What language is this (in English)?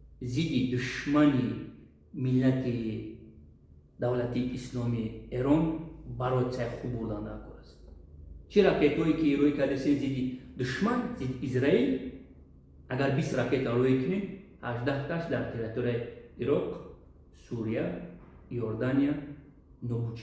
Tajik